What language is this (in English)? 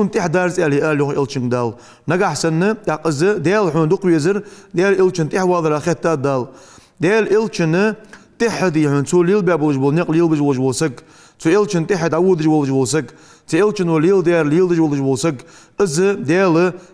Ingush